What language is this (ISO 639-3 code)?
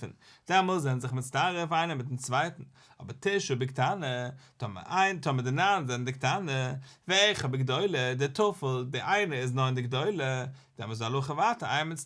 yid